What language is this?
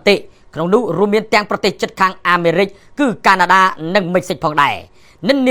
Khmer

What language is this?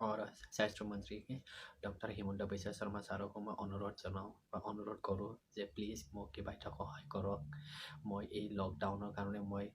Assamese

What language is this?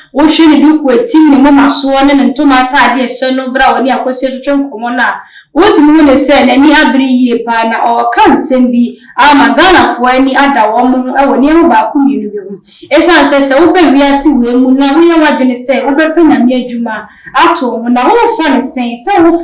Akan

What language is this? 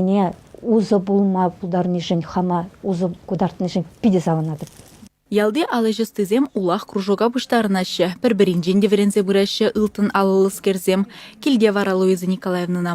Chuvash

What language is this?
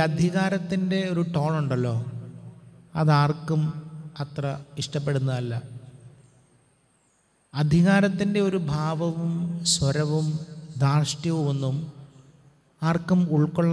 Malayalam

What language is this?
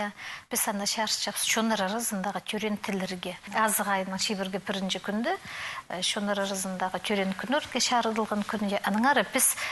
Khakas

